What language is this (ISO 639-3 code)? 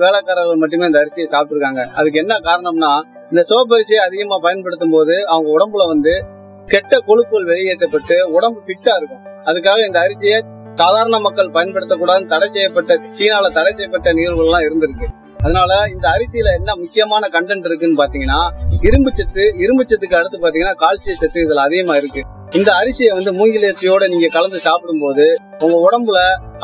tam